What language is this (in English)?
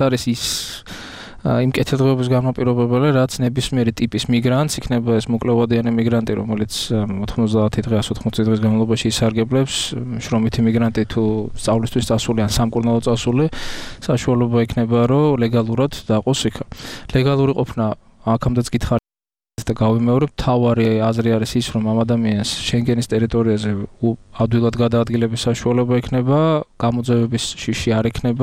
Georgian